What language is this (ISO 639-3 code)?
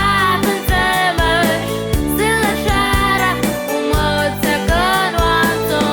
abk